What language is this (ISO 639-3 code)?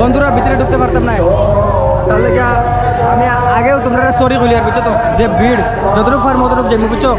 syl